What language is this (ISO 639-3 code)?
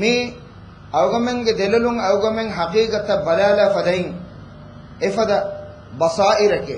div